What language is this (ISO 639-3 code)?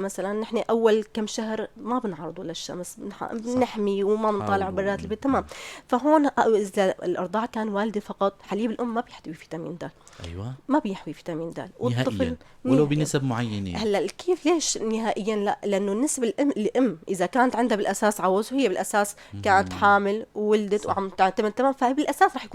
apc